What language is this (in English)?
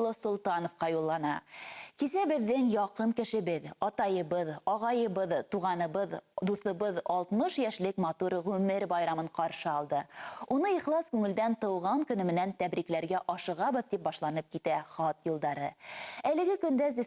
Bashkir